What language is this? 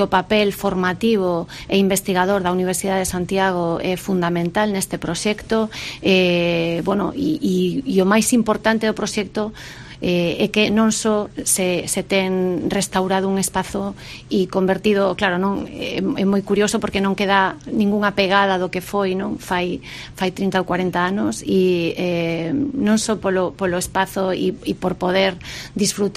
Galician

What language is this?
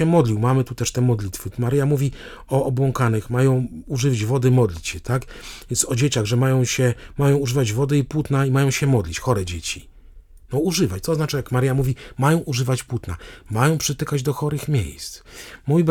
Polish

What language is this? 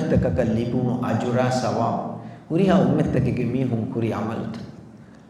Divehi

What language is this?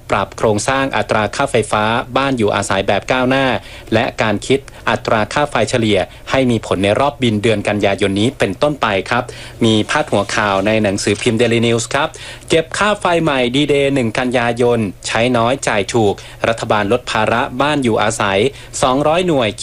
Thai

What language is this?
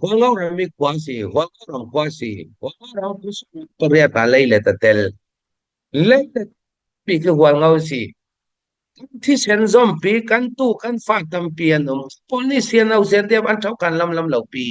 Falam Chin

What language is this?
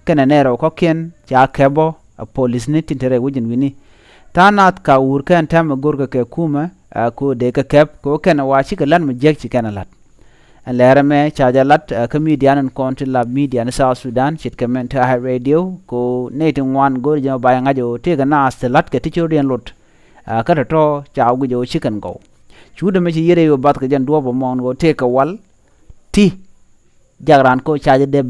Nuer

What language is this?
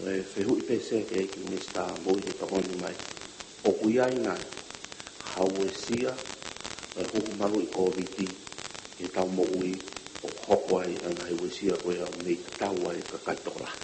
Tongan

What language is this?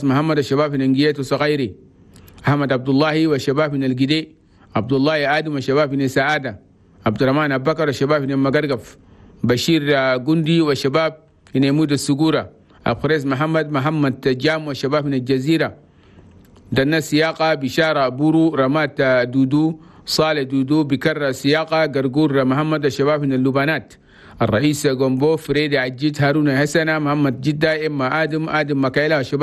Chadian Arabic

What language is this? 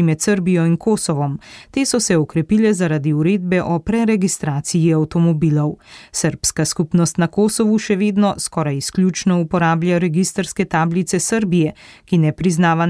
Slovenian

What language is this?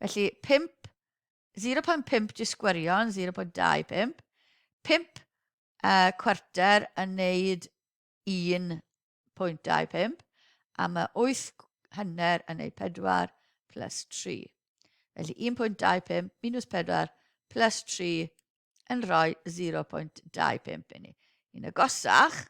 Welsh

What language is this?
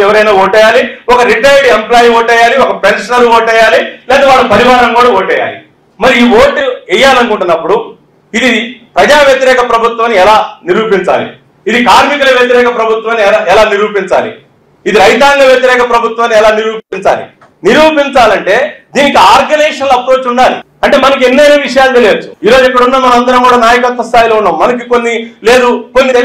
Telugu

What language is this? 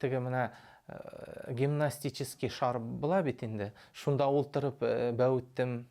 Bashkir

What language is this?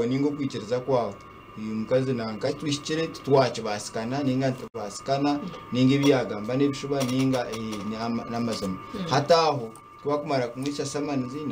Nyankole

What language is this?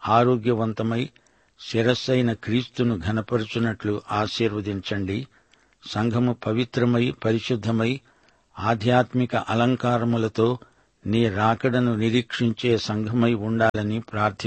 Telugu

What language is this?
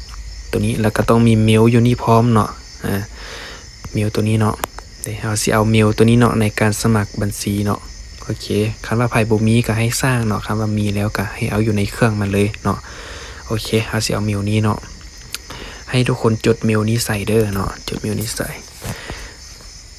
Lao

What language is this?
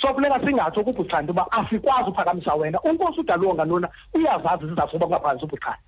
Xhosa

